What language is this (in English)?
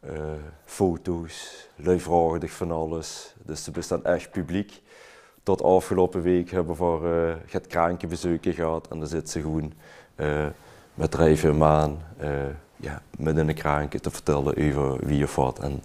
Limburgish